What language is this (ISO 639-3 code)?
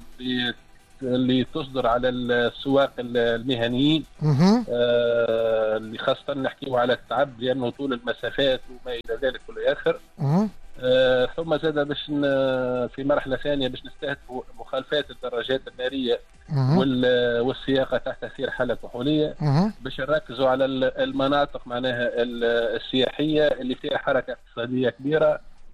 aeb